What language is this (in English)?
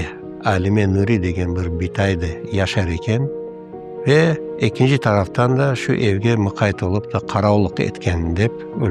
Crimean Tatar